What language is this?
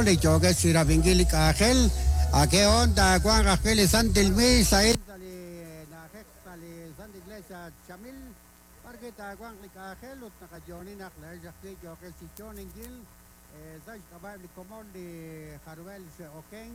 Kekchí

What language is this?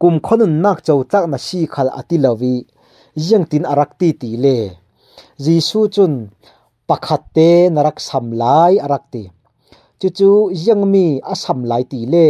Falam Chin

